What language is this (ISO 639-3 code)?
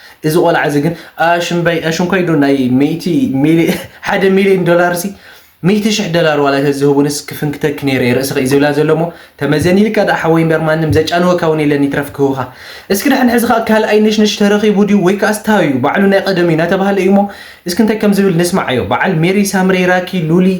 tir